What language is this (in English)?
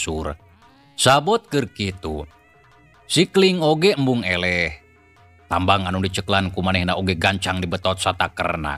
Sundanese